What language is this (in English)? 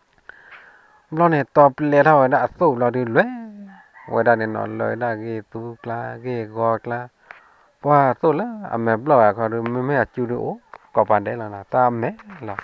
S'gaw Karen